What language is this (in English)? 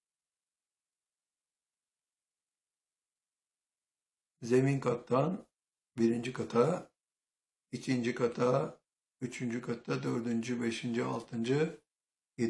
Turkish